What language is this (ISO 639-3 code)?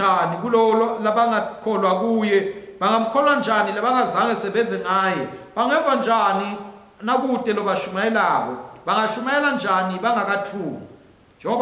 ssw